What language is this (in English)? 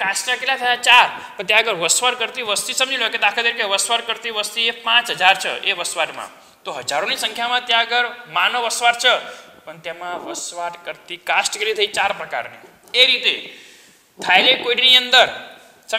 Gujarati